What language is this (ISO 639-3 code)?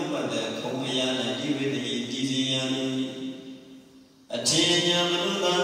mya